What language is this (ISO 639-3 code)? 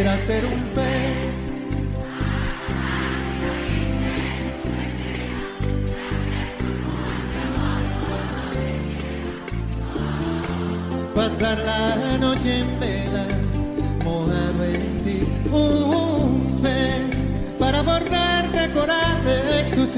spa